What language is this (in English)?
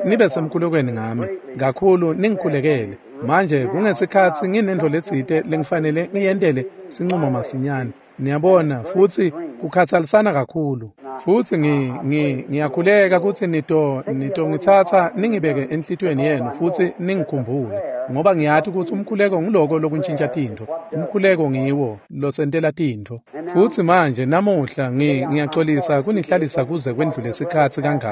Swati